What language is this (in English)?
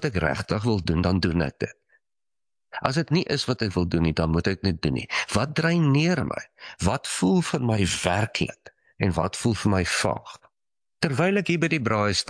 Afrikaans